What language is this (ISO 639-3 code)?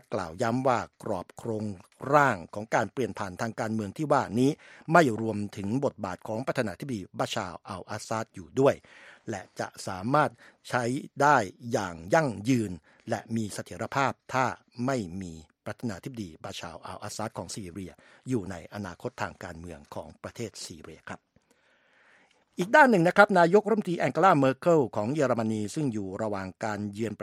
tha